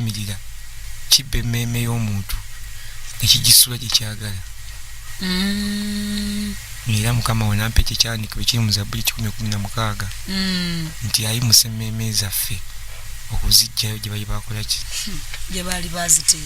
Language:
Ganda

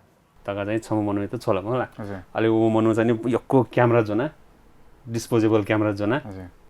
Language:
Newari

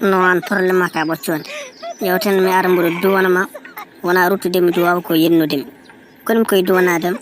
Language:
Fula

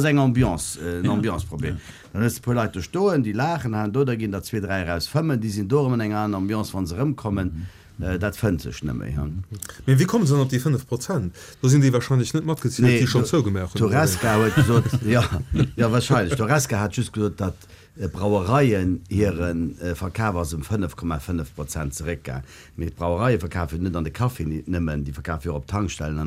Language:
Luxembourgish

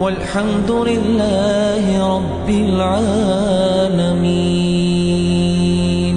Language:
Ingush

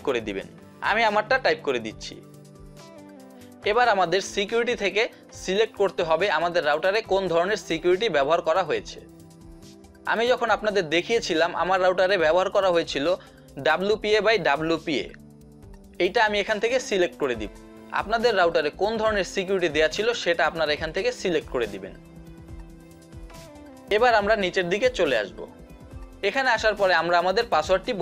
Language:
Bangla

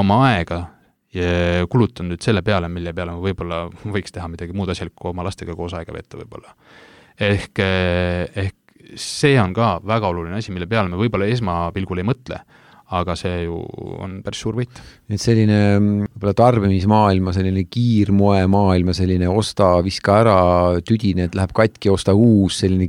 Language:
Estonian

